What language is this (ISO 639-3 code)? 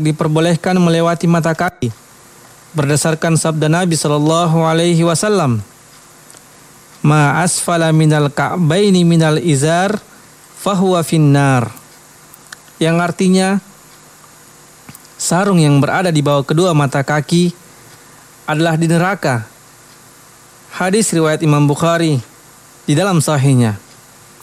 ind